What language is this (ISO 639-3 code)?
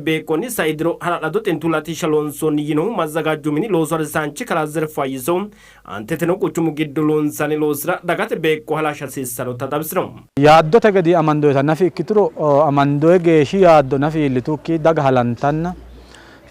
sid